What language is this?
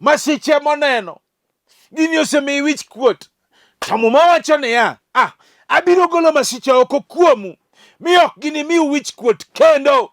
Luo (Kenya and Tanzania)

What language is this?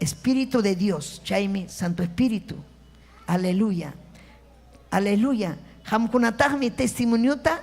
Ayacucho Quechua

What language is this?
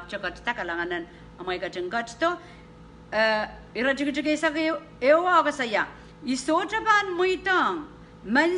Pohnpeian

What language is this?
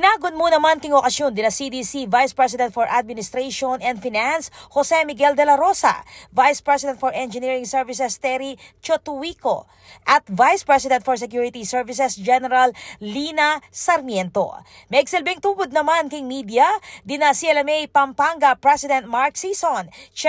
Pampanga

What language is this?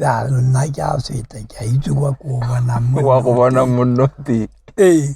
Tswana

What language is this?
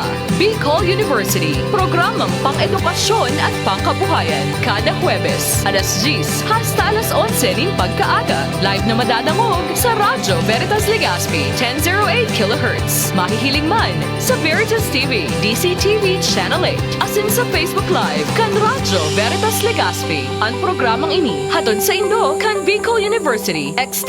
Bikol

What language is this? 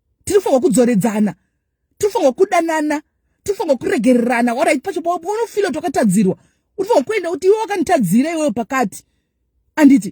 Shona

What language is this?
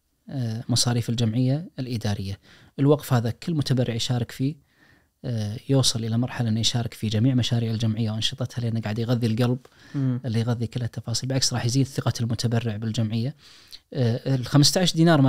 Najdi Arabic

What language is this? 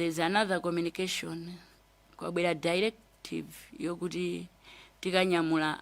Nyanja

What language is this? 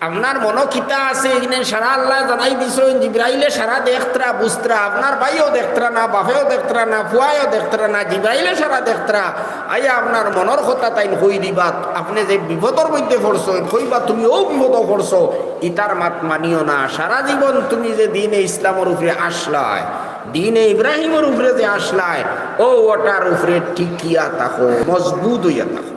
Sylheti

